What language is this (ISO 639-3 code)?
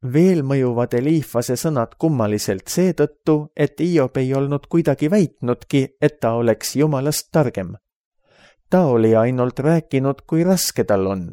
est